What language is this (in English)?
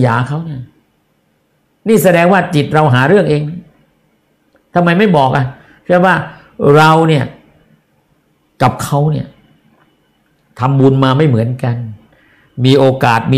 Thai